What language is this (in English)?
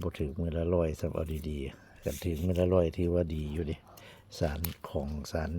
Northeastern Thai